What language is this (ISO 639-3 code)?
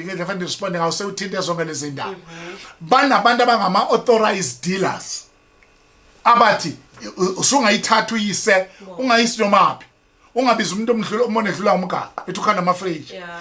zul